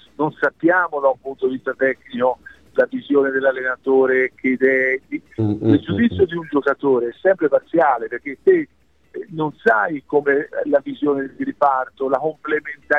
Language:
Italian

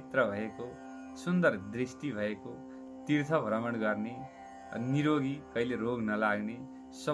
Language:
Nepali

